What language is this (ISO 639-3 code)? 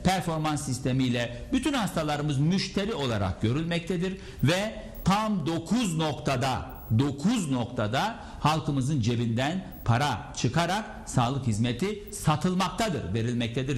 tur